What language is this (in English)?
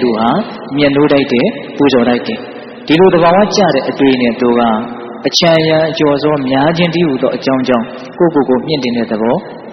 Burmese